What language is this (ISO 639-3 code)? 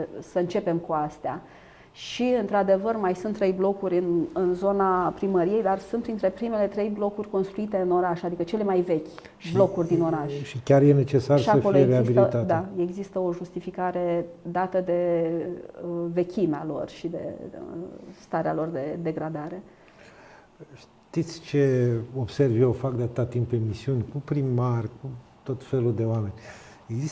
ron